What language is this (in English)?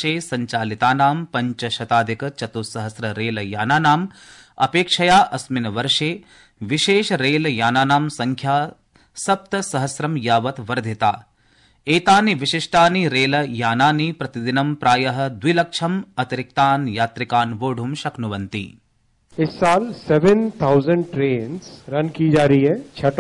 Sanskrit